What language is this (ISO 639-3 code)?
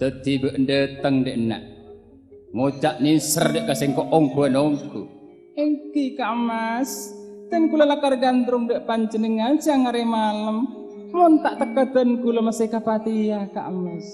mad